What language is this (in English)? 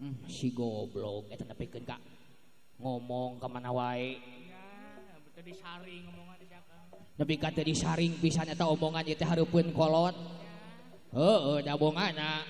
Sundanese